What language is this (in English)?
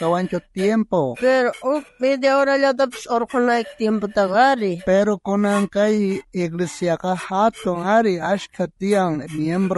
South Bolivian Quechua